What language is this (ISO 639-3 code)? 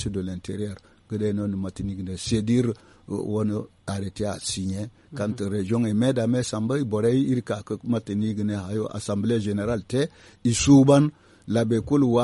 dje